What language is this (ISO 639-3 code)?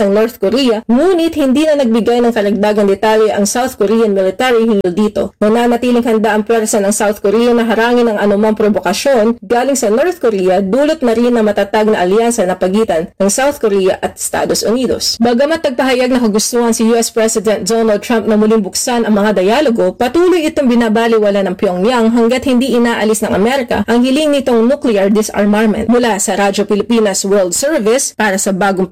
fil